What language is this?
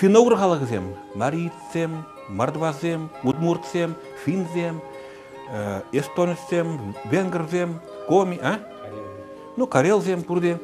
Chuvash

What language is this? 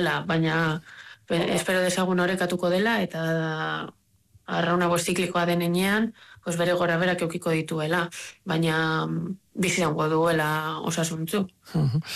Basque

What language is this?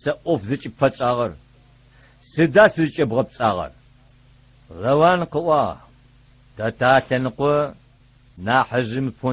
Adyghe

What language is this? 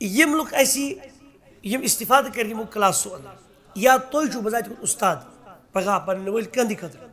Kashmiri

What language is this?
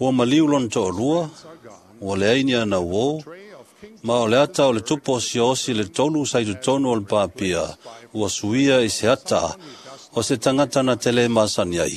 Samoan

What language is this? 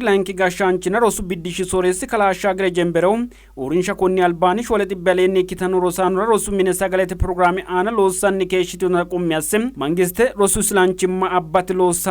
Sidamo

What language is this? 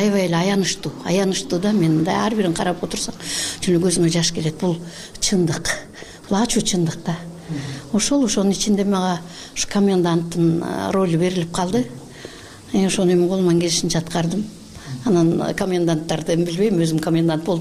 Kyrgyz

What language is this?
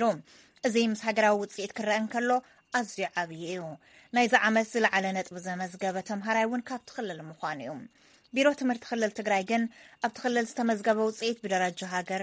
Tigrinya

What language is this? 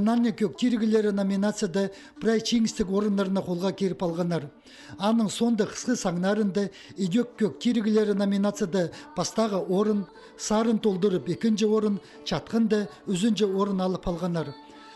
Khakas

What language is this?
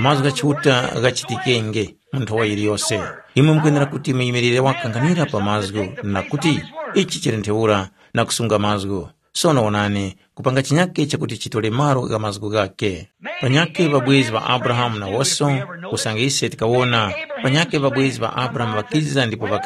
Tumbuka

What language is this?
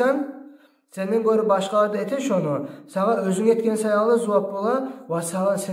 Kumyk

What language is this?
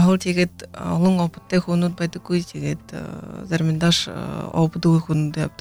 Buriat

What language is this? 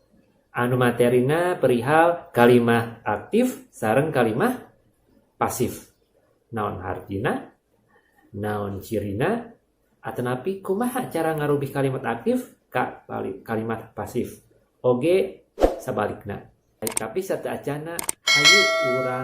Sundanese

